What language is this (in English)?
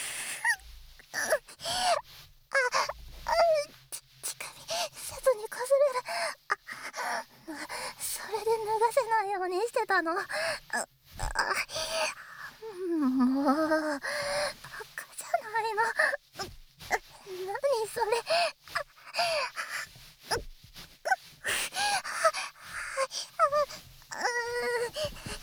Japanese